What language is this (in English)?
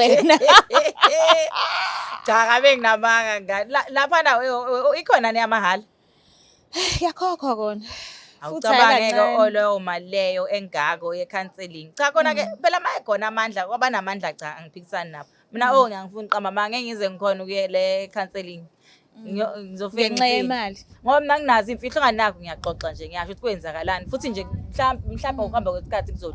Zulu